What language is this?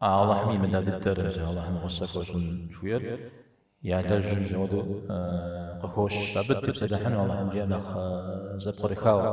Kabardian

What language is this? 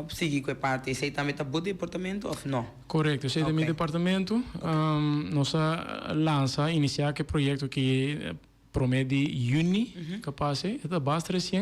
Papiamento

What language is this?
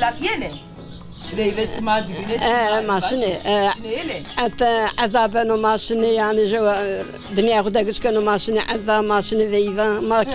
Zaza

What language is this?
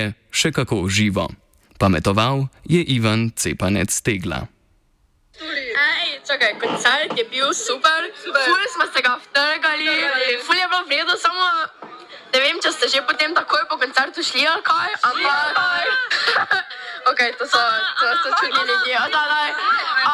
Slovenian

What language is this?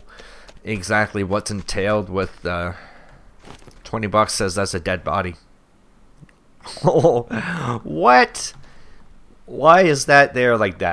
English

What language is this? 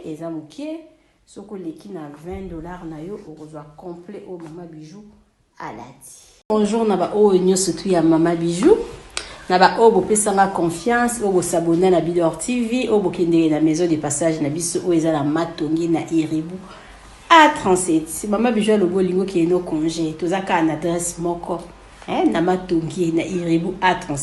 Lingala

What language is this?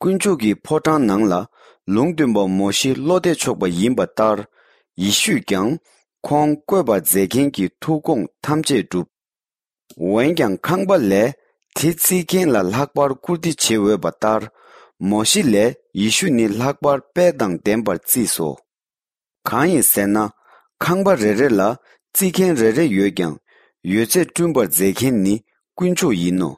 Tibetan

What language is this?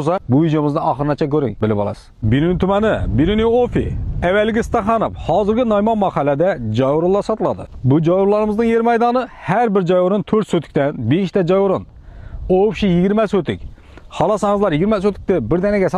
Uzbek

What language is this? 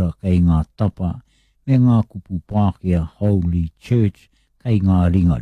Māori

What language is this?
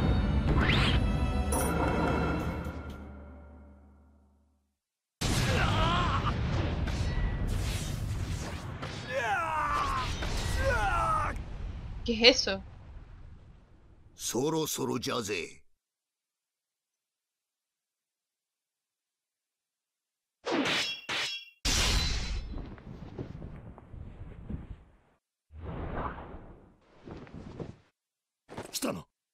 Japanese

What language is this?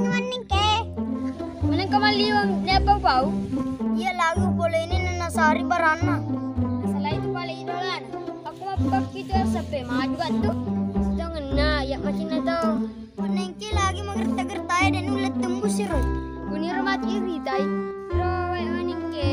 Buginese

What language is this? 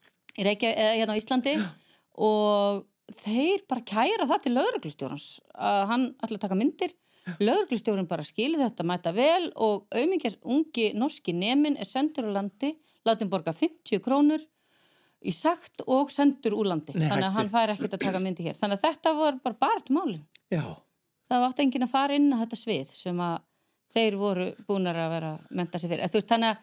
Icelandic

